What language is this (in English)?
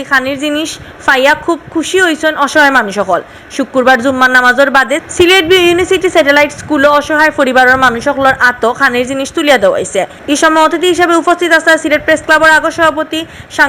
Sylheti